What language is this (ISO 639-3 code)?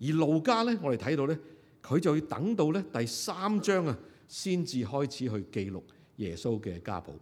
yue